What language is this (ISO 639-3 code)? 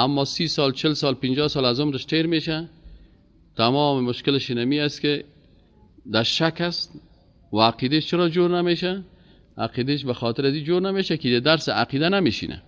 fas